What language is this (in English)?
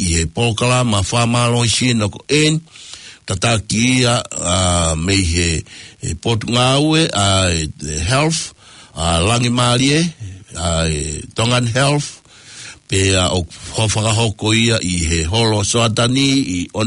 Tongan